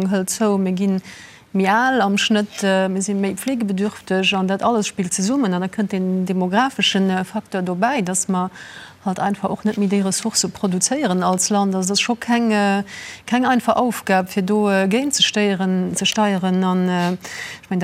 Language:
Luxembourgish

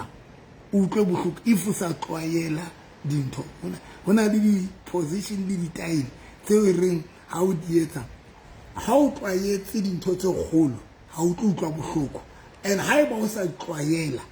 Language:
Southern Sotho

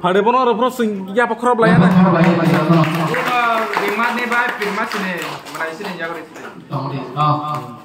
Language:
Kok Borok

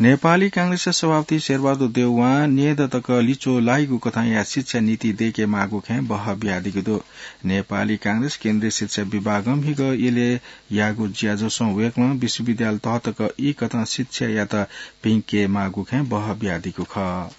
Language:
Newari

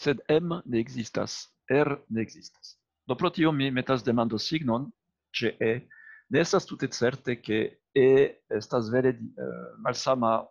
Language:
Esperanto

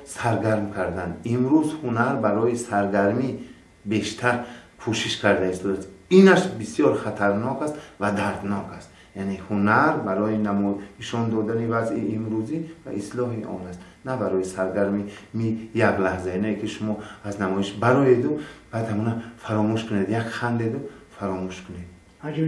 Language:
Tajik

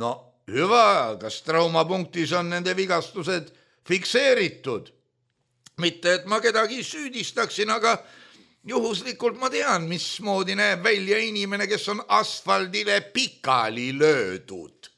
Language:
Estonian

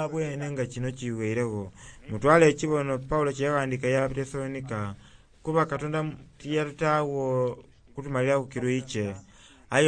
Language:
Soga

